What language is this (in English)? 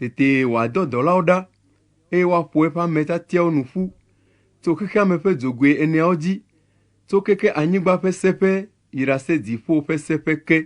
Ewe